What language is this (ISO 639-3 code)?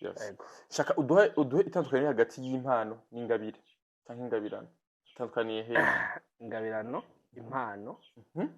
run